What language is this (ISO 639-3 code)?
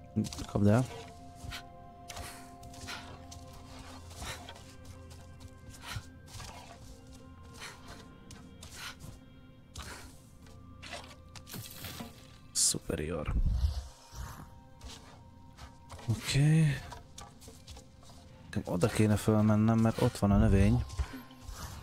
hun